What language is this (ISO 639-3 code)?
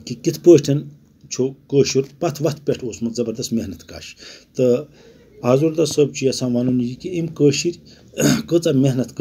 kas